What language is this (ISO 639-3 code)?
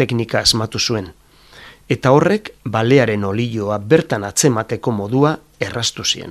eus